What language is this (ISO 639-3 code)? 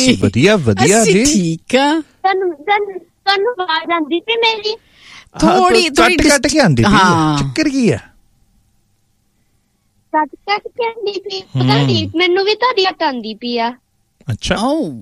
pan